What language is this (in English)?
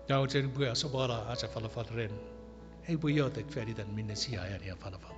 Chuukese